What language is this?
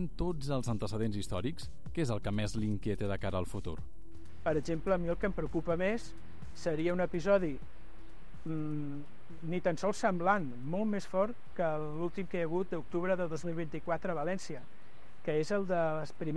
Catalan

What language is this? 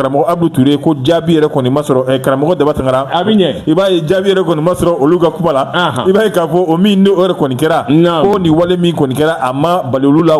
Bambara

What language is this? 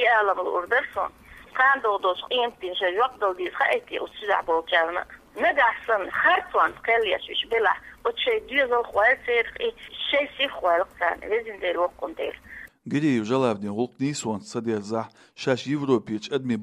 Chechen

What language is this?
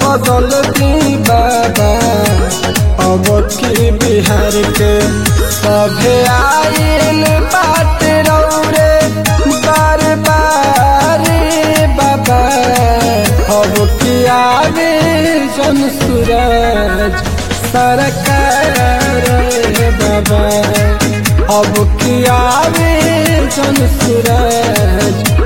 Bhojpuri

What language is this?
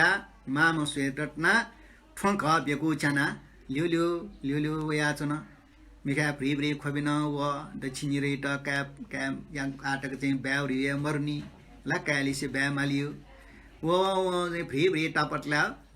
Newari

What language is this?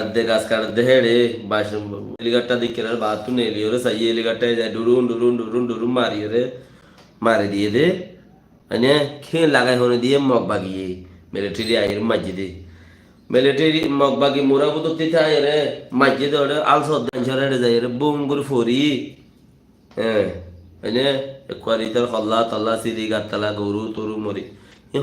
Rohingya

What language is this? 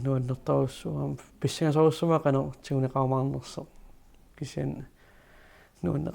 Kalaallisut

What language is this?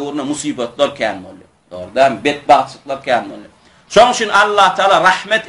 Turkmen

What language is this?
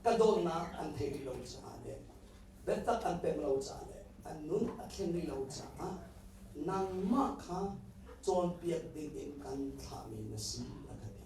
Hakha Chin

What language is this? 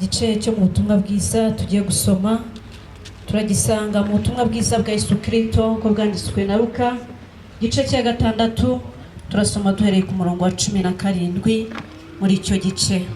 Kinyarwanda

